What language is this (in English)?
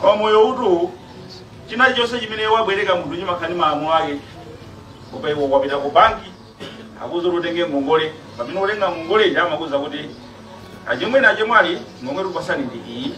Nyanja